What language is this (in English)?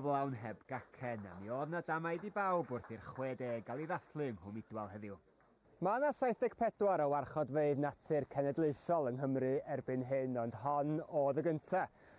Welsh